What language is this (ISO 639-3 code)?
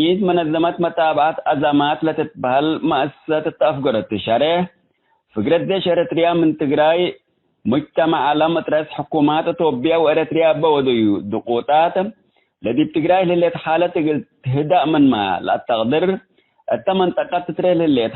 tig